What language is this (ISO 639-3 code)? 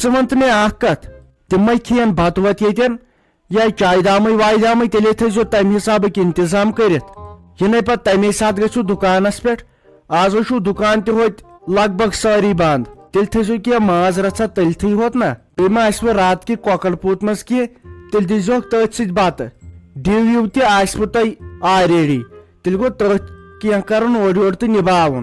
kas